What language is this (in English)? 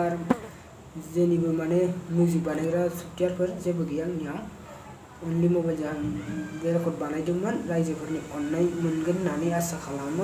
Bodo